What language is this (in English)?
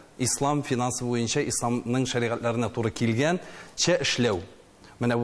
Tatar